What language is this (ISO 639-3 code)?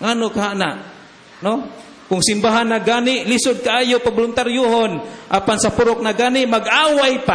ceb